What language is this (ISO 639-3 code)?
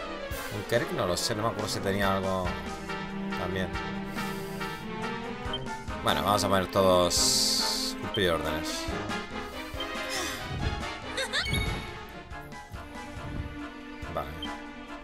spa